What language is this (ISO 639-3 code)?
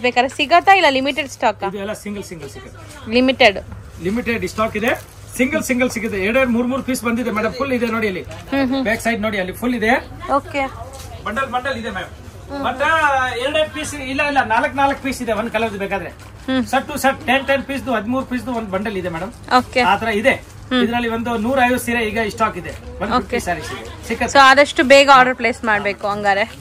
kan